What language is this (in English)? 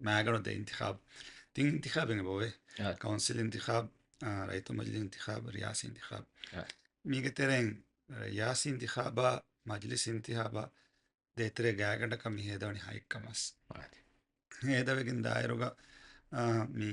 Divehi